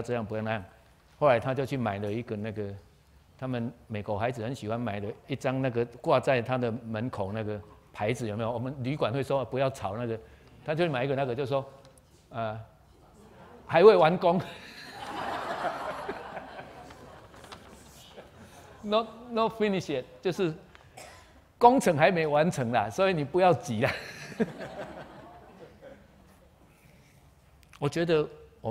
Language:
Chinese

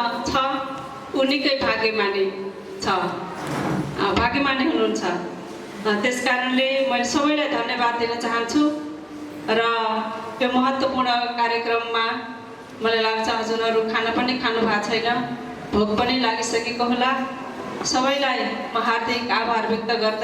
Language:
Nepali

